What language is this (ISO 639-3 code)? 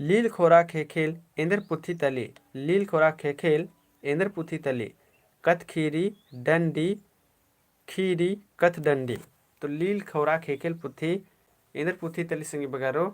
kru